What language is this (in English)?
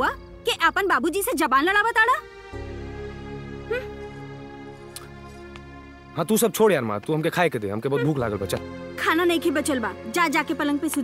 Bhojpuri